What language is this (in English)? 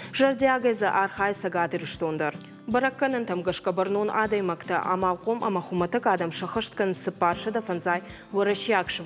Ossetic